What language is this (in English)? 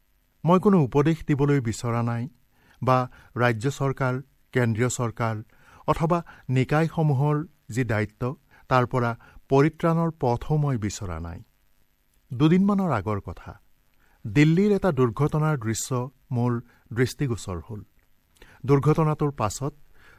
Assamese